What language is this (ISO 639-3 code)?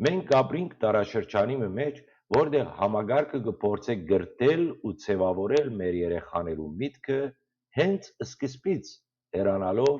hyw